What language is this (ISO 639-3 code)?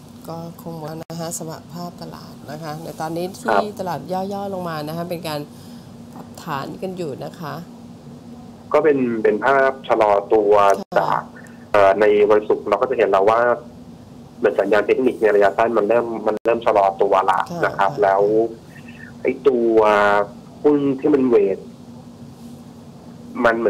tha